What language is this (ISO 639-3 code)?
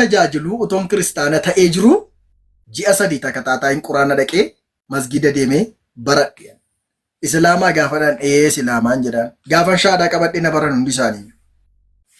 orm